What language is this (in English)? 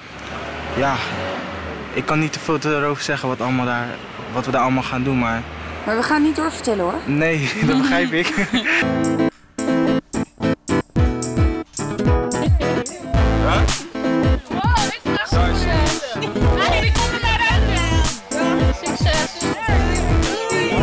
Dutch